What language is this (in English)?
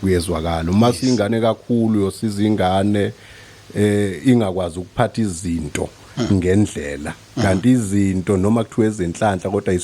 Zulu